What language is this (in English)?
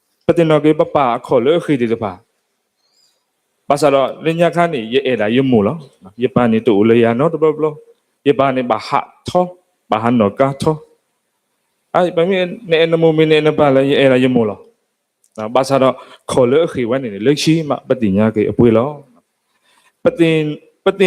S'gaw Karen